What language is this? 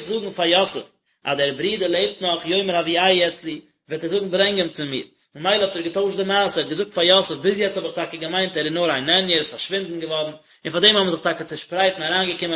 Yiddish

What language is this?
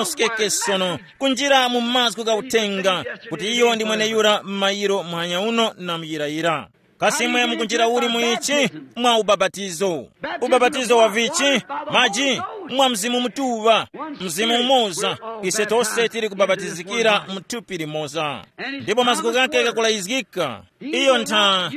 Tumbuka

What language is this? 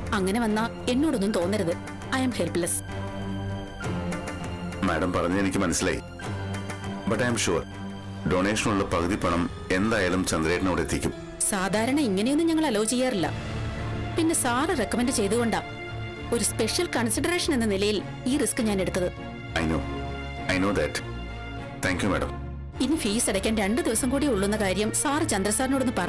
Malayalam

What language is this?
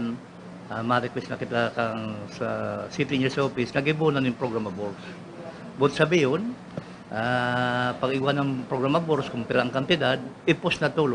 Bikol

